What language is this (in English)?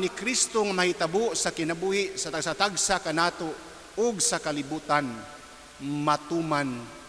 Cebuano